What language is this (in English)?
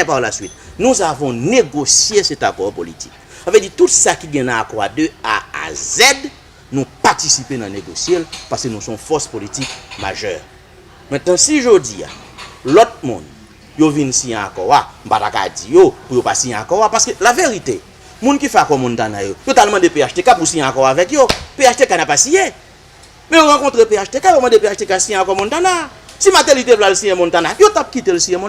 Haitian Creole